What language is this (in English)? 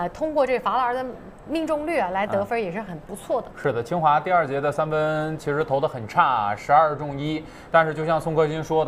Chinese